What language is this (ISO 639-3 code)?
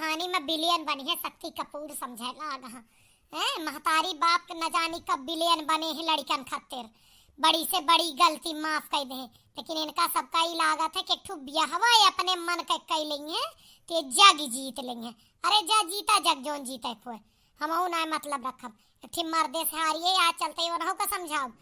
awa